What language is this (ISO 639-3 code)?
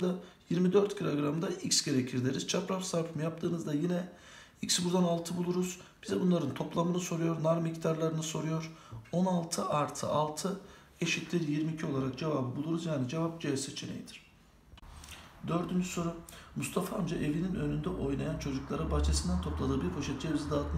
tur